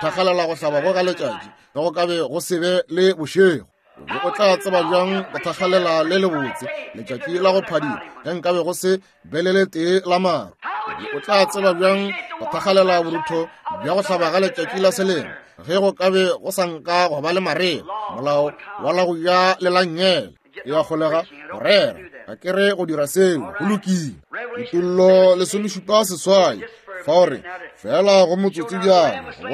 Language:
Northern Sotho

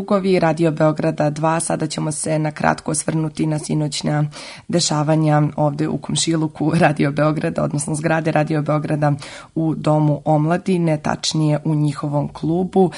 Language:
Serbian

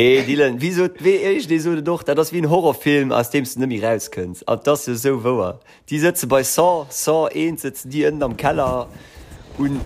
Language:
Luxembourgish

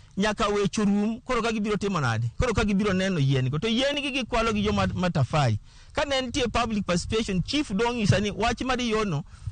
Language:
Luo (Kenya and Tanzania)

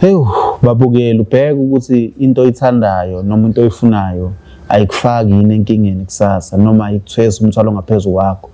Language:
Zulu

